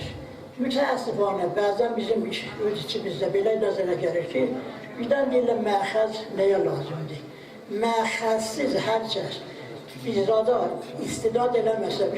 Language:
South Azerbaijani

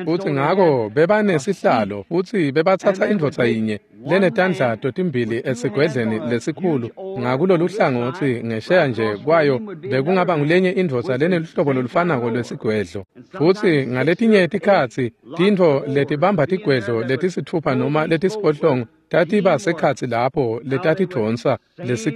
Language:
Swati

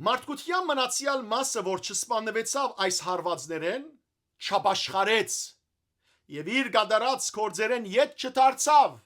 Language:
Western Armenian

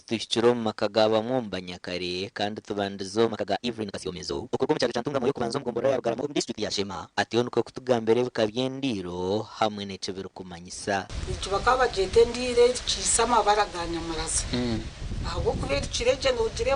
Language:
Nyankole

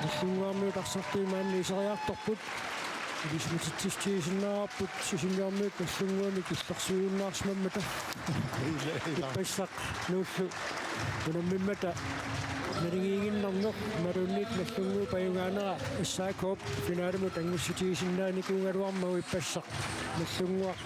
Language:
Kalaallisut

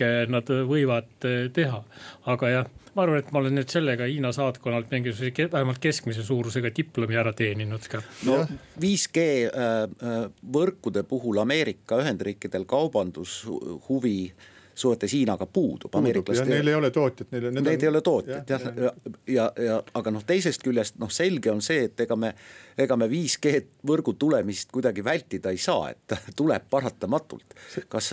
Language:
Estonian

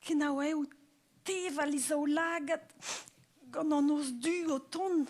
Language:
Breton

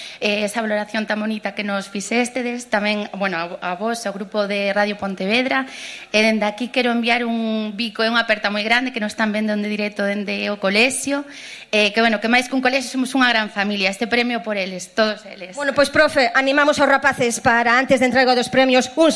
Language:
Galician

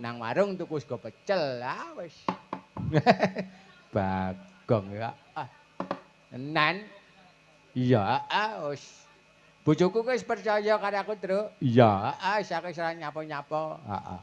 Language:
Javanese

